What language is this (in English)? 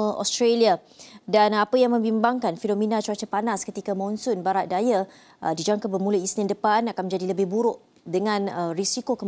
Malay